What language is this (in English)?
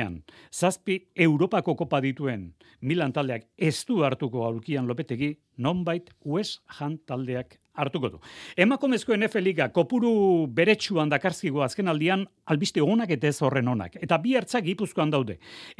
Basque